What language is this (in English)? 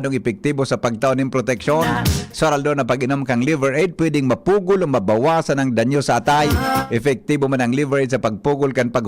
Bikol